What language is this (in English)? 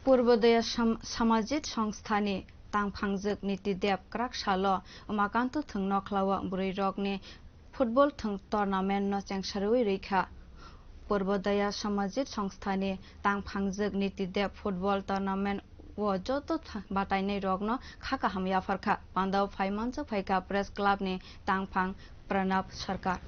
Kok Borok